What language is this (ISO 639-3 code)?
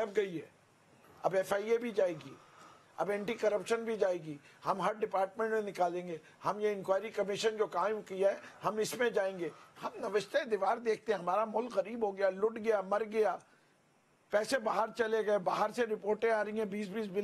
urd